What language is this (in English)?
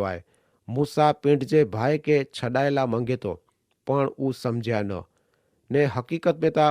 Kachhi